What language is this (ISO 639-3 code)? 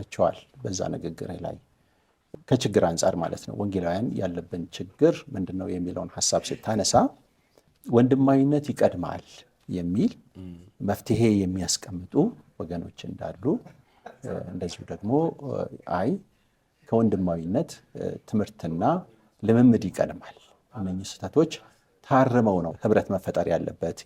amh